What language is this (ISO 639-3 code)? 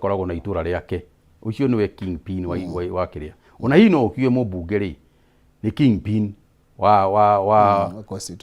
kik